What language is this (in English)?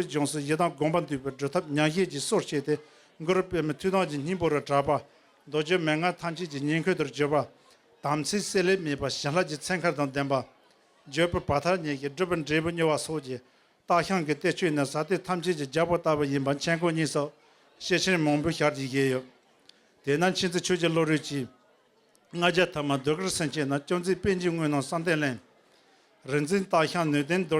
Tibetan